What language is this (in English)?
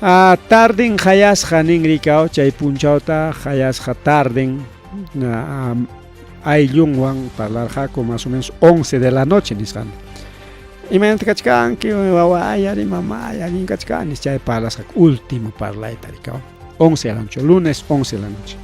Ayacucho Quechua